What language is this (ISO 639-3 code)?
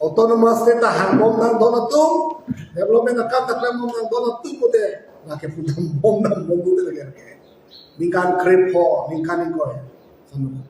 mjw